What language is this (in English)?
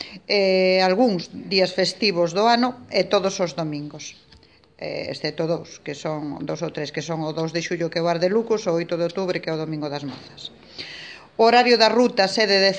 Galician